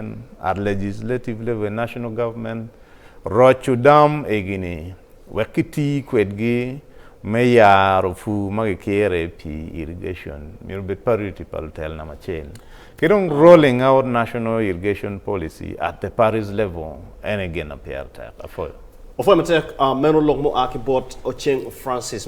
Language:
Acoli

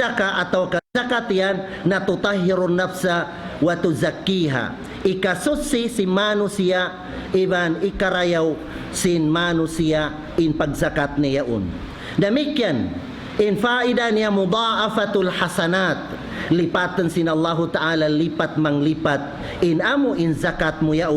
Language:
Tausug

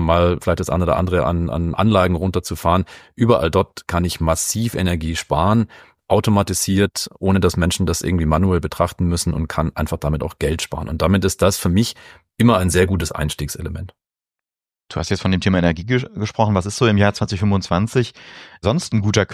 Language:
German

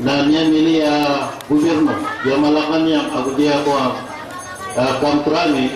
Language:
Maranao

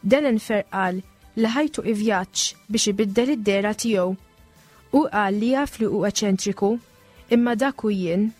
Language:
Maltese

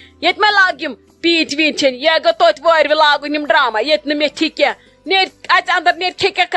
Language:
Kashmiri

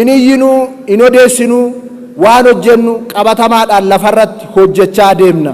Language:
Oromo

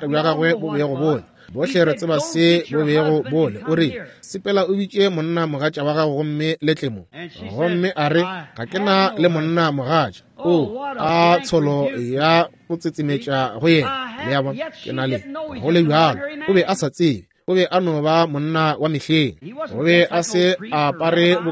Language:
Northern Sotho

